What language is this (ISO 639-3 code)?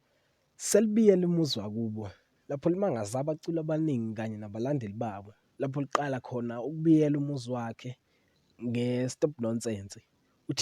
zul